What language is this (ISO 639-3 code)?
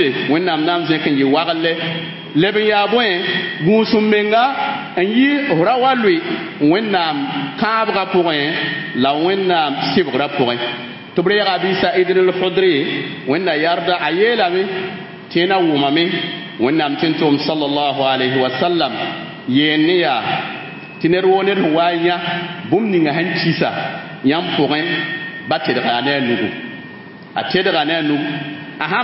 mos